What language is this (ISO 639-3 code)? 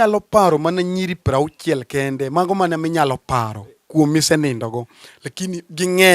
luo